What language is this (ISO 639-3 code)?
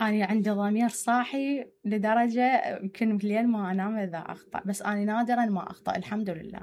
acm